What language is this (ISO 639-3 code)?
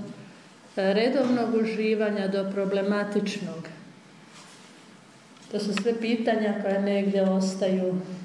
hrv